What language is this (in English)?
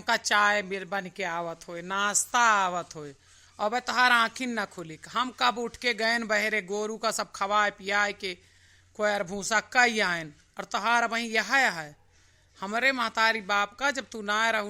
Awadhi